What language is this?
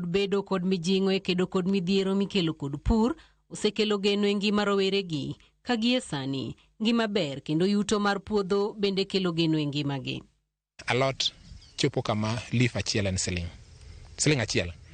Luo (Kenya and Tanzania)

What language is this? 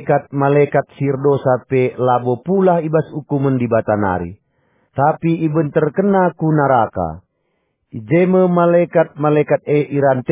Batak Karo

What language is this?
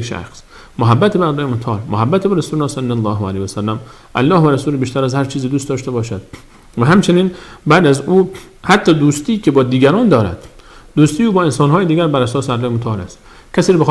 Persian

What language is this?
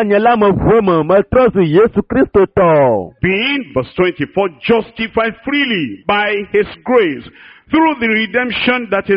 Ewe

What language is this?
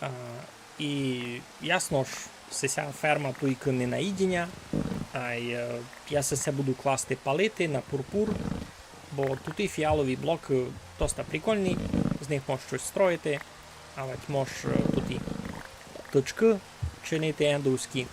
Rusyn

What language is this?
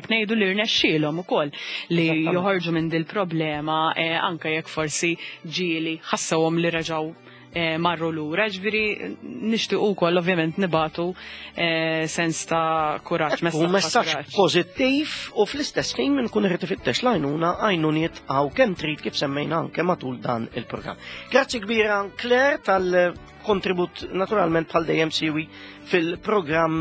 Maltese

